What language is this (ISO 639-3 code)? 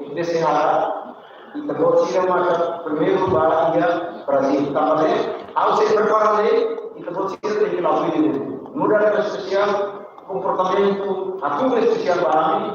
tet